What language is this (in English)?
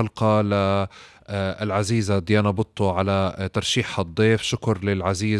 North Levantine Arabic